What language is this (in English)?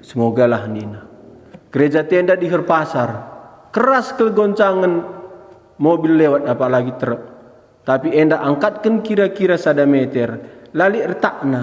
Batak Karo